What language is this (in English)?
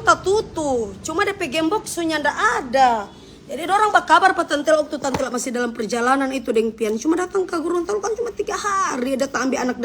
Manado Malay